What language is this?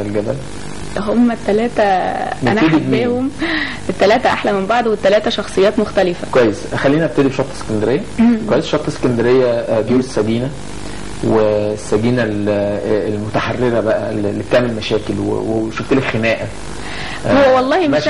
Egyptian Arabic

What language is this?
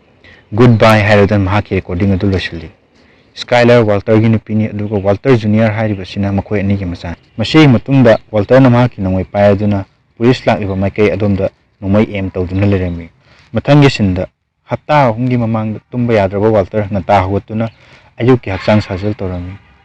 Manipuri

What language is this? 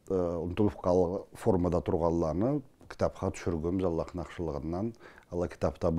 Karachay-Balkar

